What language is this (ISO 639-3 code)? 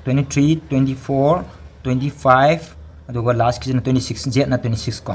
mni